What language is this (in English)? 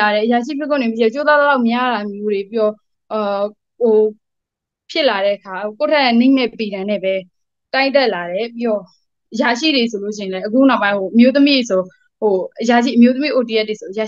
Burmese